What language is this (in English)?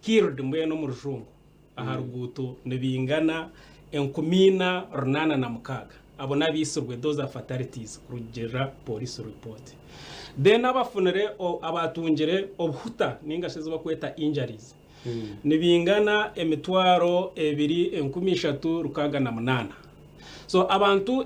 Nyankole